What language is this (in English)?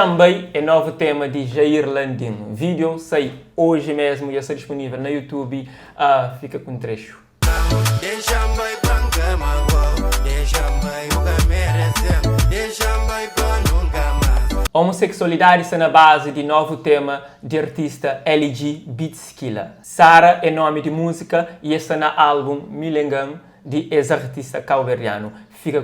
Kabuverdianu